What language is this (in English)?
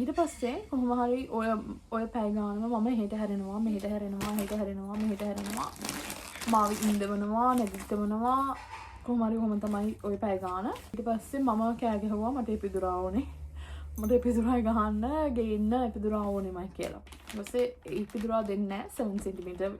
Sinhala